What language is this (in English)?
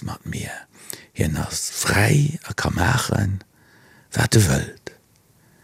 Luxembourgish